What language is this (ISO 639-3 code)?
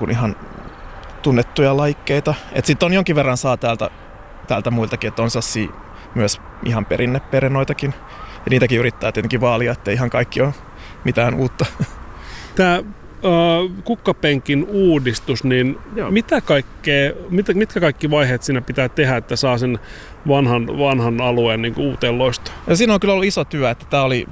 fin